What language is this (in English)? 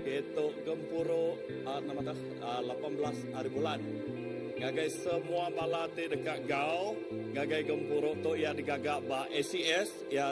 Iban